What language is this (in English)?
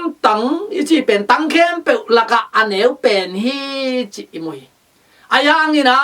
Tedim Chin